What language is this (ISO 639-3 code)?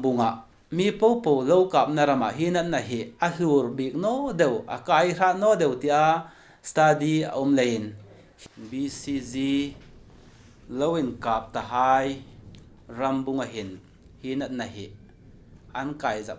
hmr